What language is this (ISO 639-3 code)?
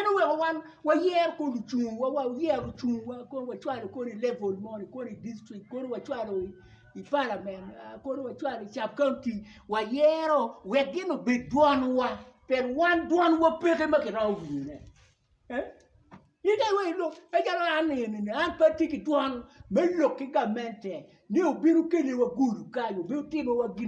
ach